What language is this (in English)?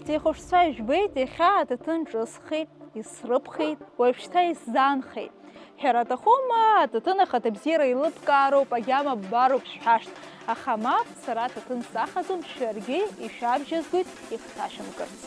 Abkhazian